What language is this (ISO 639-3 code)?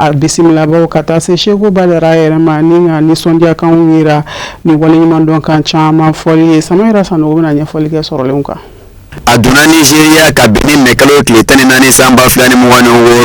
bam